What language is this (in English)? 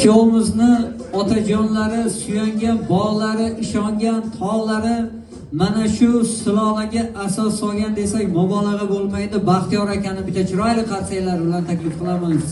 Uzbek